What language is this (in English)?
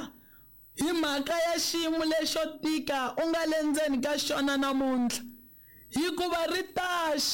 Tsonga